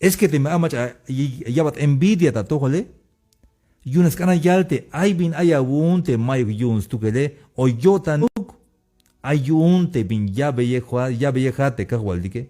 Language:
Tzeltal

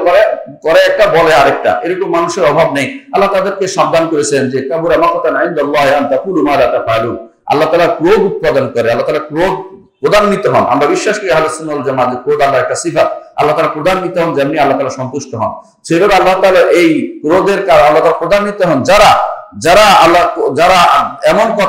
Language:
Bangla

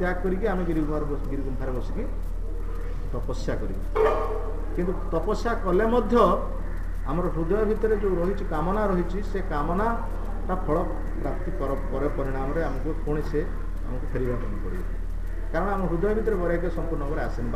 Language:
Odia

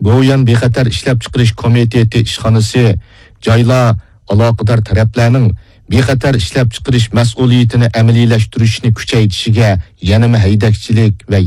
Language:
Uyghur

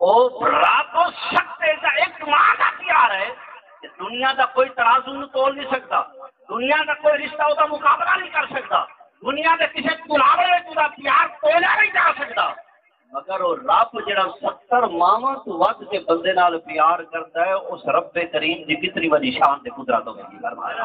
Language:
Saraiki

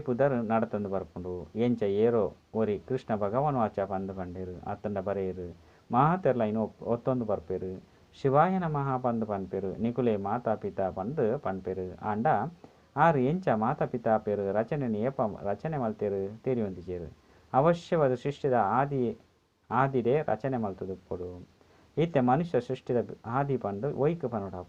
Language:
Tulu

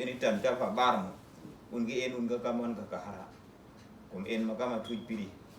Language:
Uduk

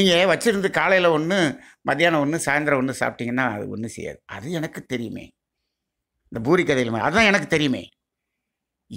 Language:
Tamil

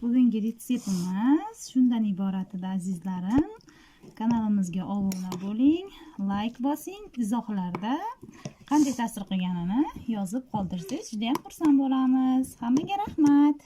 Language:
Uzbek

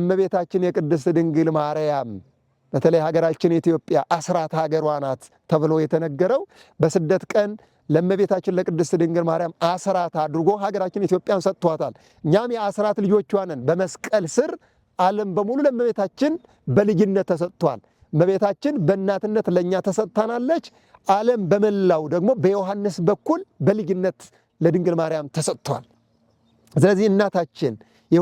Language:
Amharic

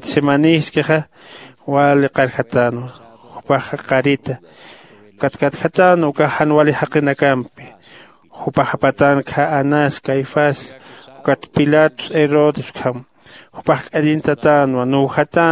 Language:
Aymara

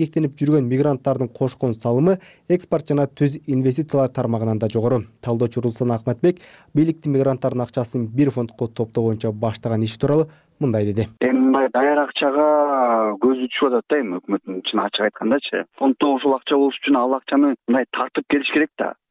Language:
Kyrgyz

